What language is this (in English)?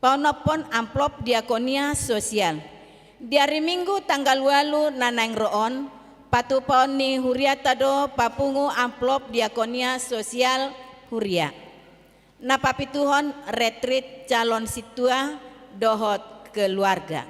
Batak Toba